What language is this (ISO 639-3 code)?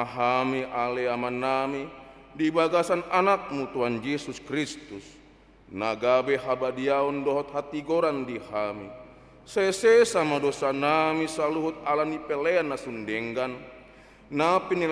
bbc